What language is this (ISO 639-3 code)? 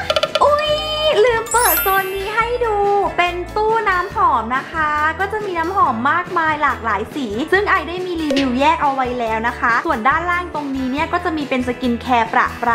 tha